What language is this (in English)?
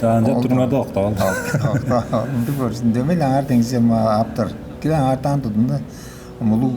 Tuvinian